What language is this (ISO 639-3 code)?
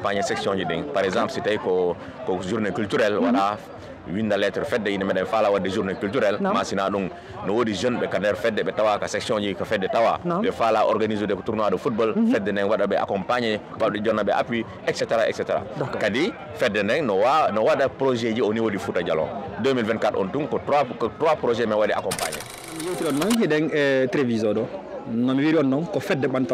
ful